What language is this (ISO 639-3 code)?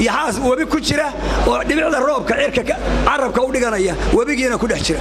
som